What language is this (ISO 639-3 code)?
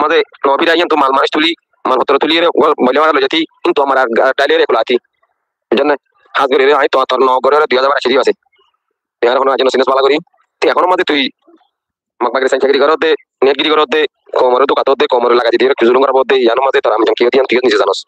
rhg